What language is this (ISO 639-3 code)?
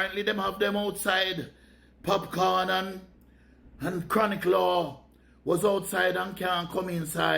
jam